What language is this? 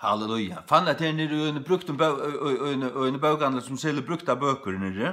Faroese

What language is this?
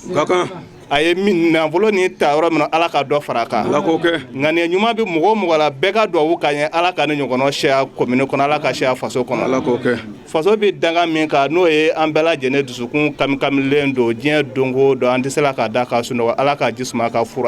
Bambara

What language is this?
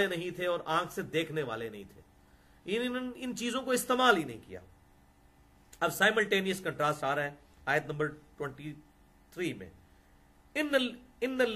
Urdu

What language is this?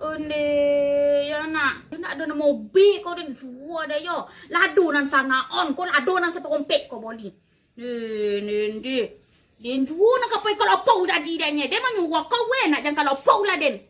Minangkabau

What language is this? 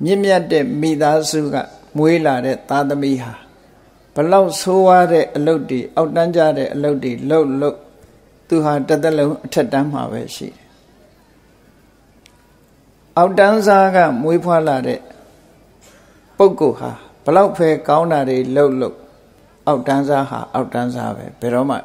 Burmese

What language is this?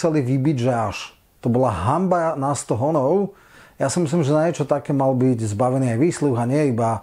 Slovak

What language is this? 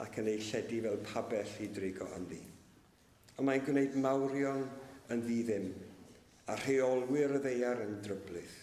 Welsh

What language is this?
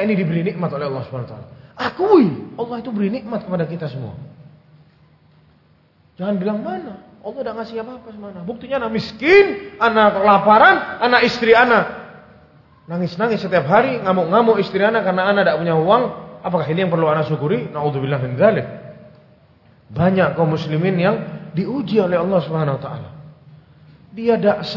Indonesian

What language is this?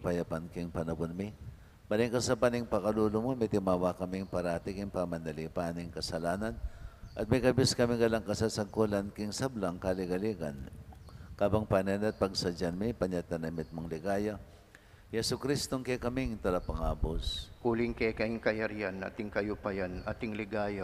Pampanga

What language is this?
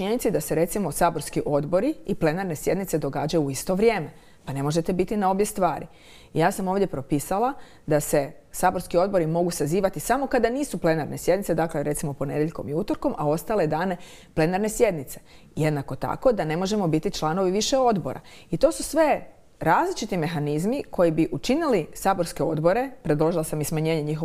Croatian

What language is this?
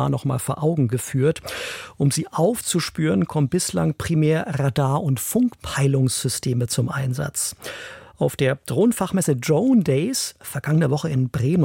German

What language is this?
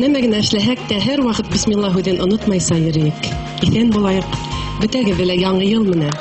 Bashkir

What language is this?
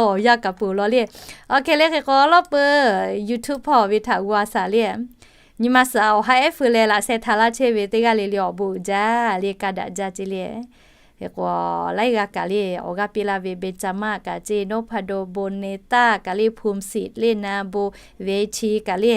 Lahu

